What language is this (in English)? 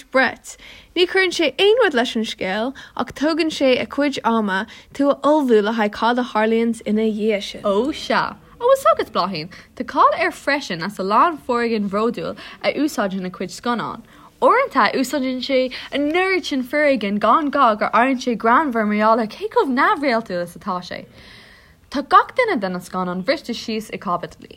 Irish